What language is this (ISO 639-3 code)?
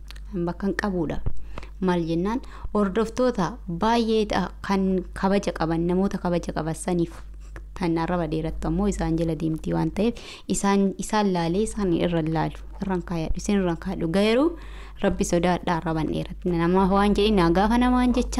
orm